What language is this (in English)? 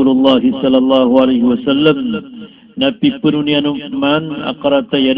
Maranao